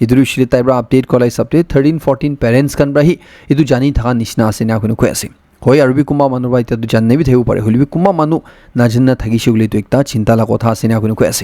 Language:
Naga Pidgin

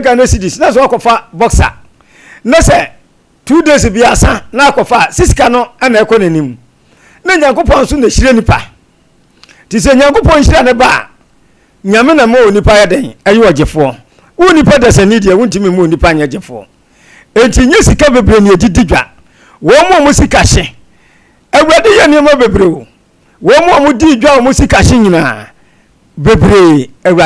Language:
Akan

